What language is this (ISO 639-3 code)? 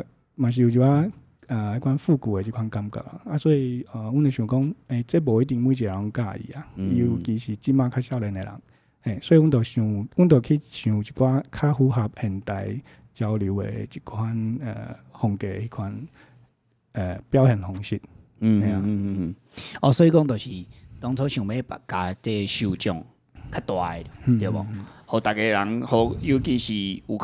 nan